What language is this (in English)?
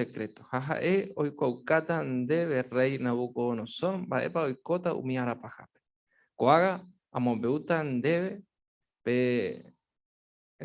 Guarani